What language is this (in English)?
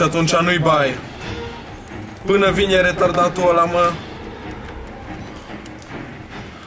Romanian